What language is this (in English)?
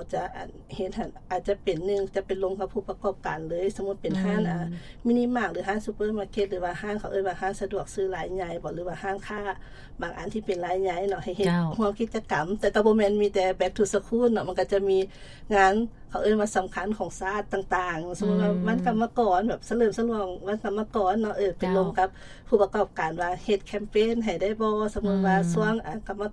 Lao